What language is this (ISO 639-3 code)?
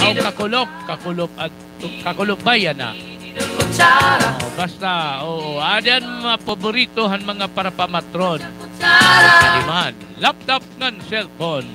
war